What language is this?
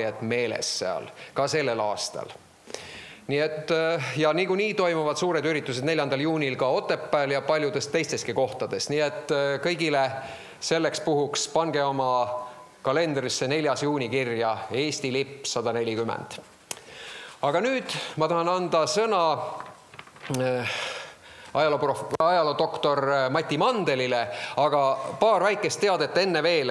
Estonian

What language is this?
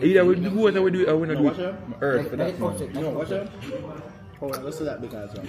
Jamaican Creole English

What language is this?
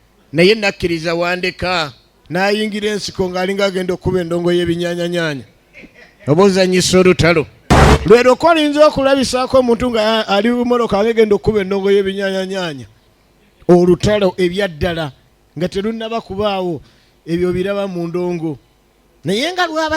Ganda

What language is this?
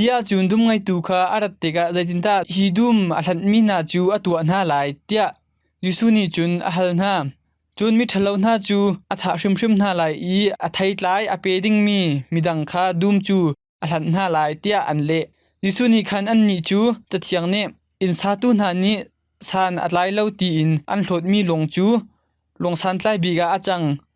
Hakha Chin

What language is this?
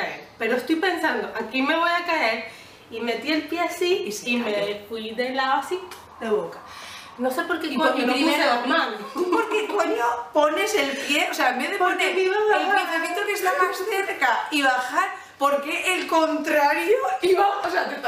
Spanish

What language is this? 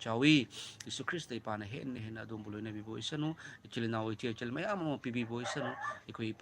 Manipuri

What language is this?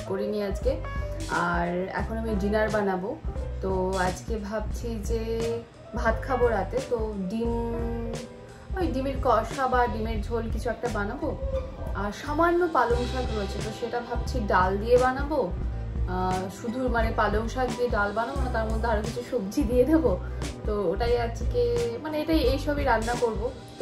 Bangla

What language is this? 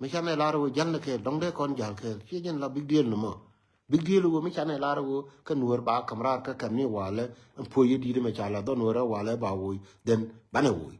Nuer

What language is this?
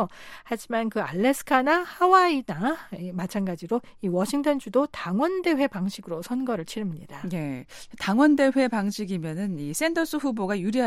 Korean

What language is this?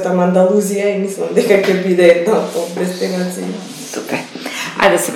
Macedonian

